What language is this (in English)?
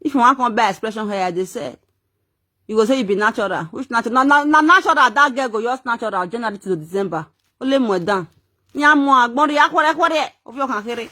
Nigerian Pidgin